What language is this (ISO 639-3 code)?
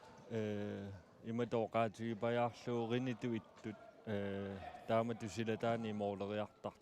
kal